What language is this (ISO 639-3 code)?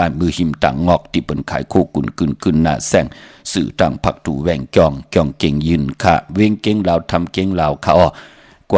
shn